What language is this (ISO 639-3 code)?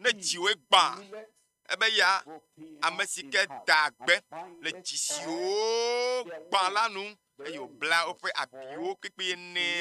ewe